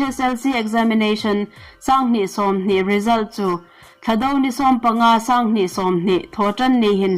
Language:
Hmar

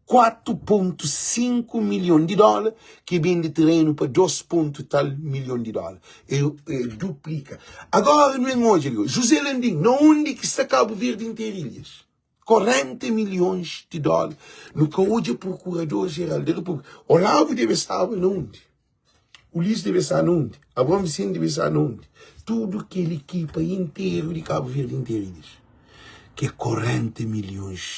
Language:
Kabuverdianu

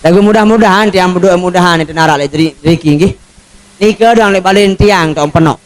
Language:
Sasak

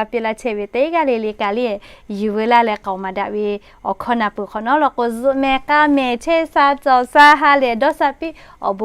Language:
Lahu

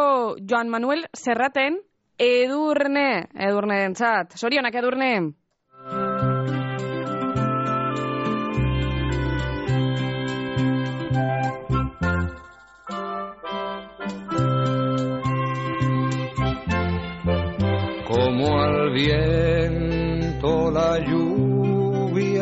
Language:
Basque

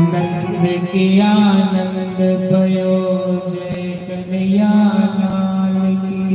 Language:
Dogri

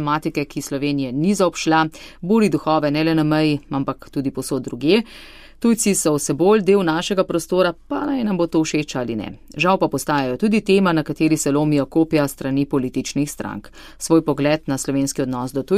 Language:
Slovenian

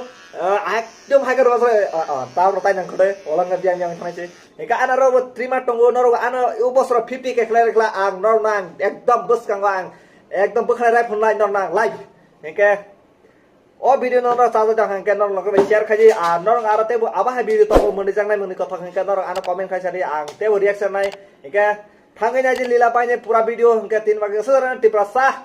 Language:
Kok Borok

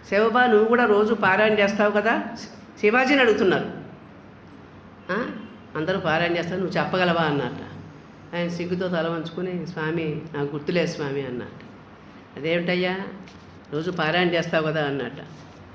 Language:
Telugu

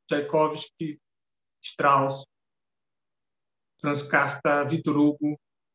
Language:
Portuguese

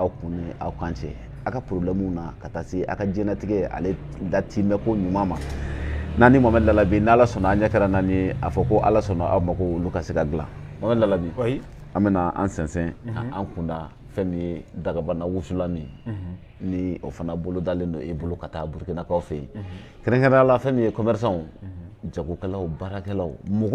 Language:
Bambara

